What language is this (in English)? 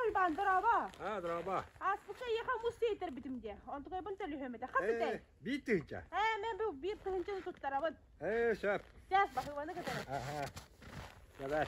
Yakut